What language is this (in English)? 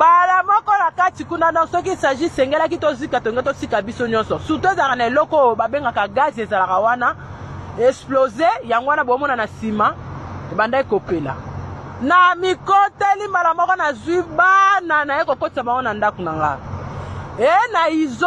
Lingala